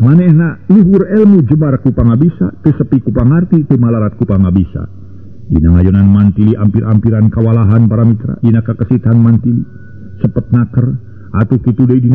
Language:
Sundanese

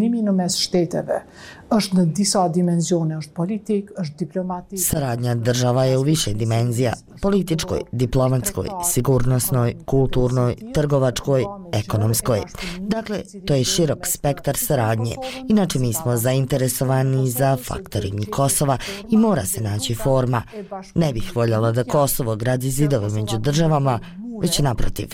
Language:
Bosnian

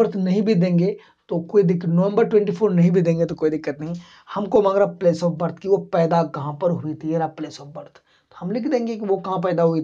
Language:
Hindi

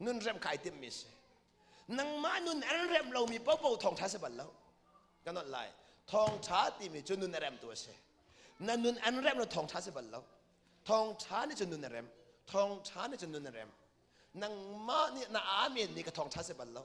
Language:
Hakha Chin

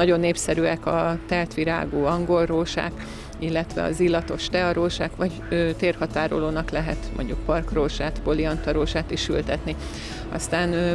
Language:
Hungarian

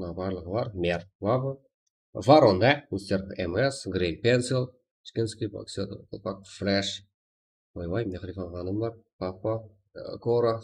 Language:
Kara-Kalpak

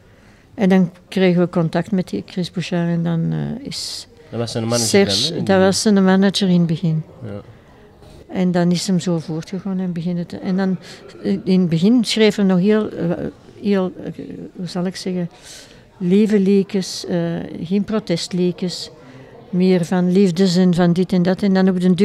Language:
Dutch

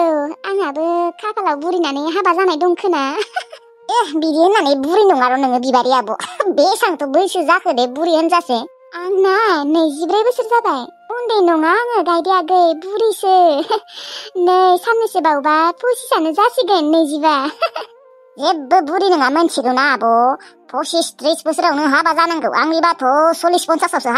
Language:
Bodo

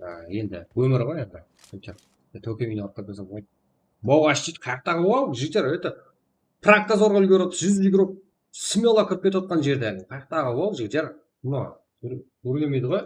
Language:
Kara-Kalpak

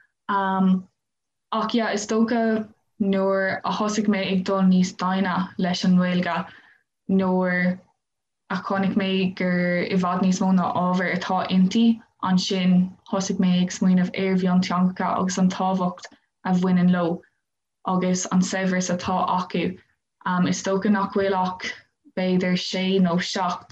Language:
Irish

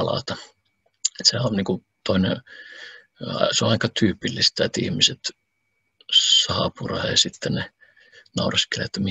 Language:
Finnish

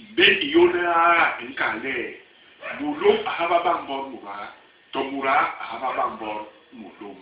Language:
Basaa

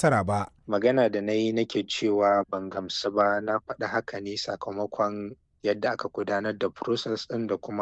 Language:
Hausa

